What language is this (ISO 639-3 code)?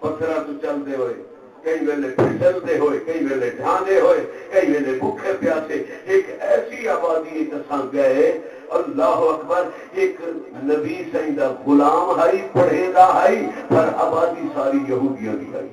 skr